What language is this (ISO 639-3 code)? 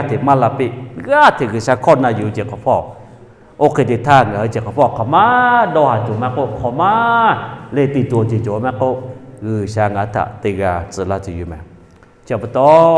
lhu